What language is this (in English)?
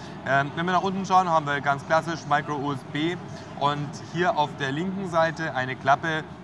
German